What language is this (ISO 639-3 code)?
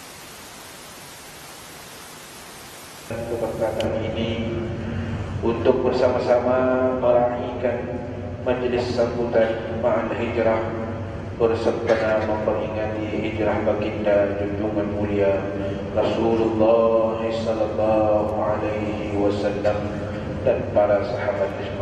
msa